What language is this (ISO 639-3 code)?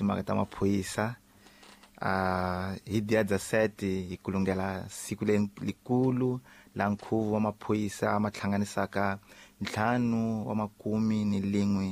tso